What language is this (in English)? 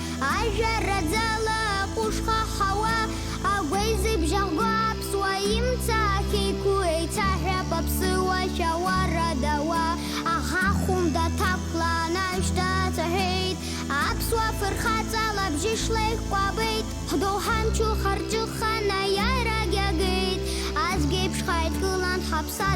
Abkhazian